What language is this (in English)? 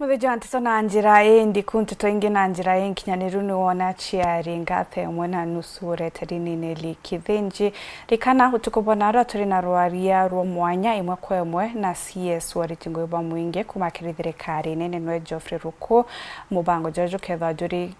Meru